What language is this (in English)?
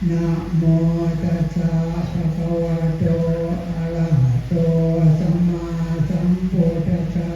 Pali